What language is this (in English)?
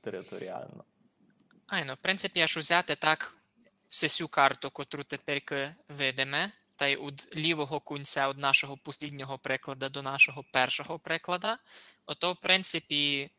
Rusyn